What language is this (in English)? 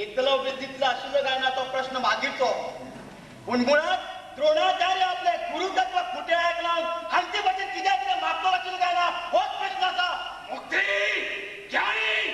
Konkani